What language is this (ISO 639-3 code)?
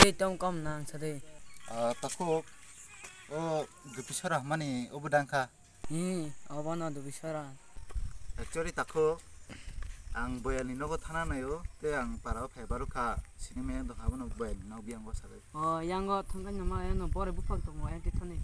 trp